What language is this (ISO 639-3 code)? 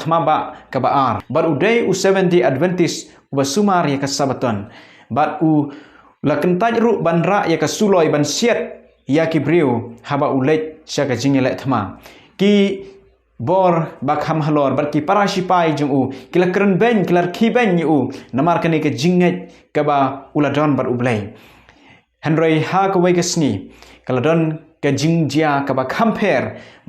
kha